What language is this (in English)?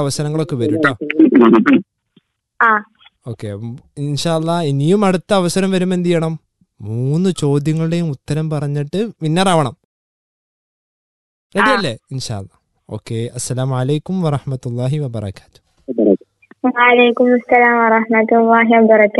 Malayalam